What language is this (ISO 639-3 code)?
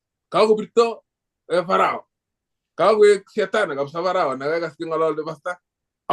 kln